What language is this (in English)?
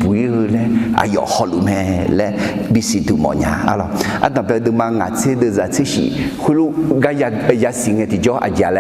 Akha